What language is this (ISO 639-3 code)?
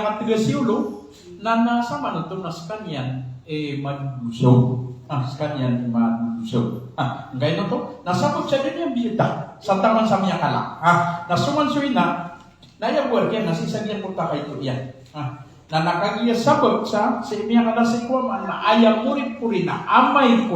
mrw